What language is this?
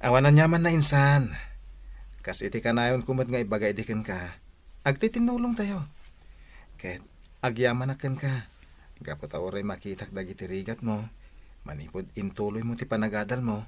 Iloko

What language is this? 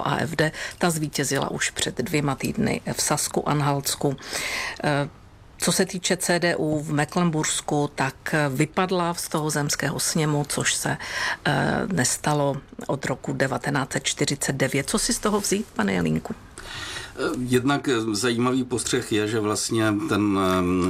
Czech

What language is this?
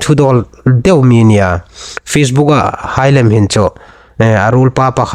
Hmar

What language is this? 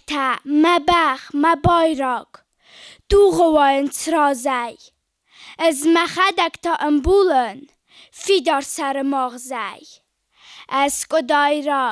Ossetic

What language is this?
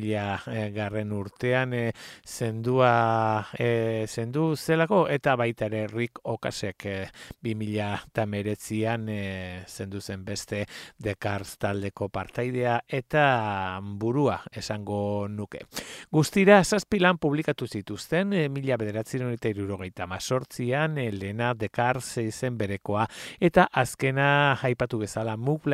Basque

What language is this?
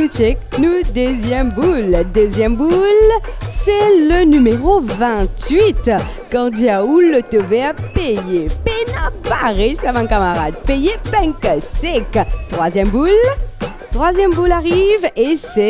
Morisyen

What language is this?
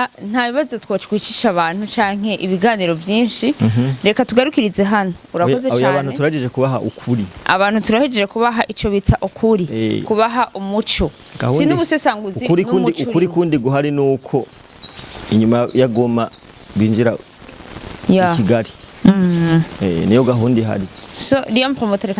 Rundi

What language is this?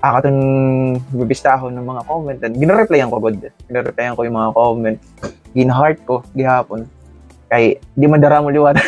Waray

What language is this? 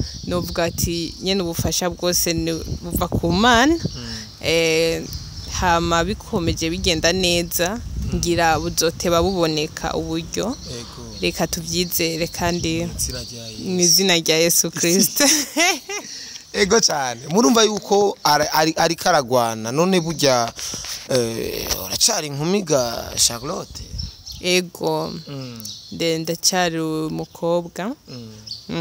Rundi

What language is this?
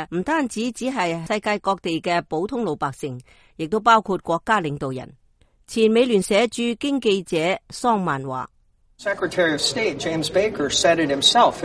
Cantonese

